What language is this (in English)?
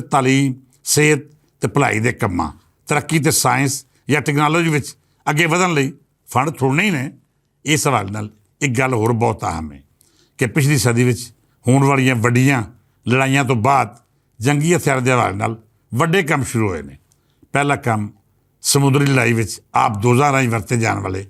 Western Panjabi